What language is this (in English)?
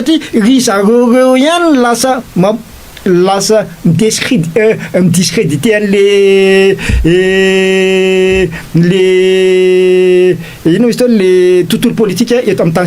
Malagasy